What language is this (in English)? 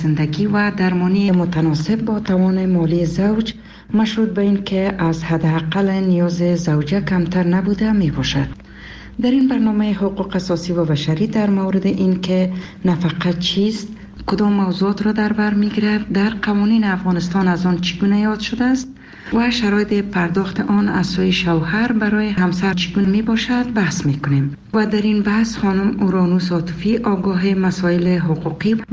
Persian